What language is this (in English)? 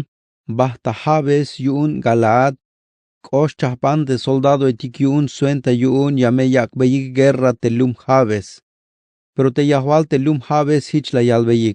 Tzeltal